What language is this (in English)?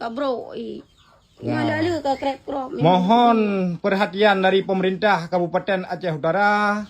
Achinese